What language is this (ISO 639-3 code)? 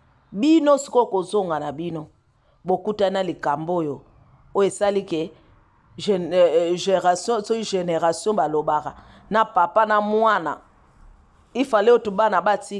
lin